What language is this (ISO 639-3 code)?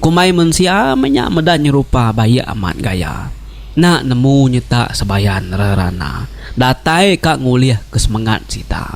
iba